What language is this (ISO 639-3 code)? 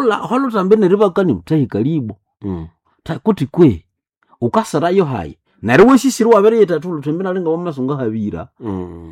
nnb